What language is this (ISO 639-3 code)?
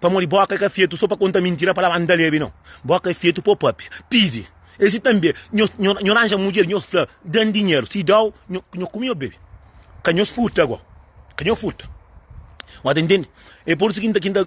kea